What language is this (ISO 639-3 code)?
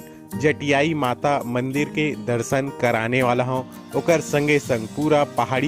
hne